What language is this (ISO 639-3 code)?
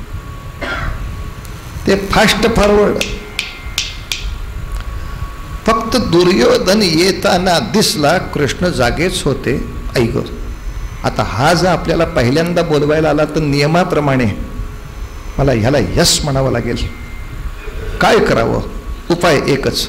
mar